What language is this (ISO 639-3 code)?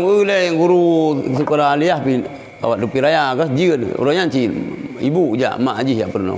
ace